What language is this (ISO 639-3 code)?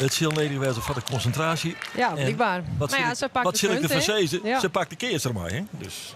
fry